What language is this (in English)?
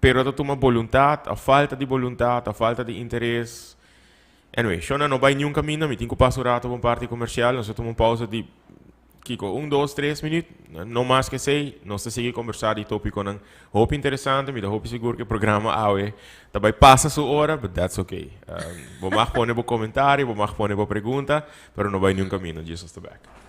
Papiamento